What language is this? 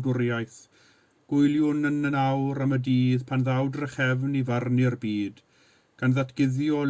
Welsh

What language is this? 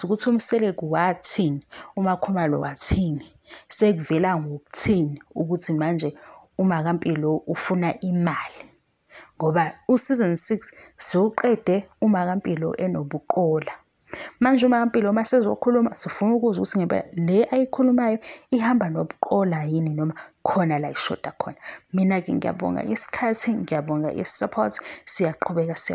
Zulu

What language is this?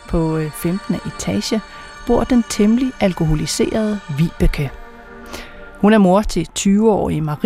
Danish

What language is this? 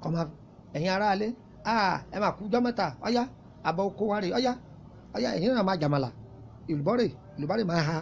Yoruba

